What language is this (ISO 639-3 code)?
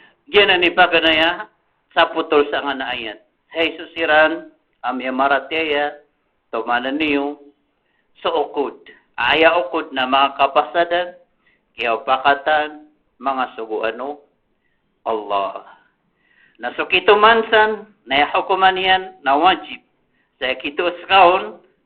mrw